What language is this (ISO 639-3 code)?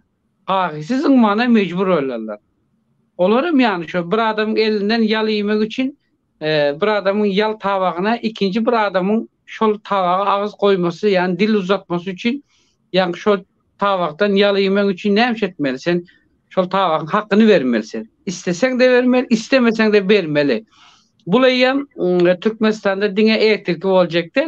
tuk